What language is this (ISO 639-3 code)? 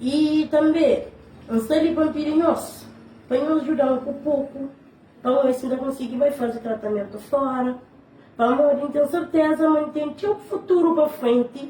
kea